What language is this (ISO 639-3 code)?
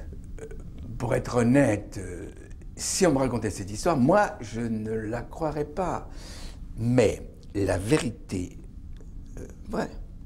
fra